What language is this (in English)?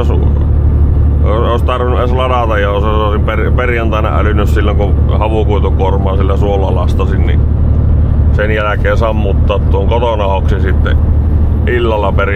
Finnish